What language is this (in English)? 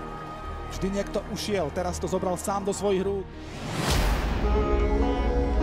Slovak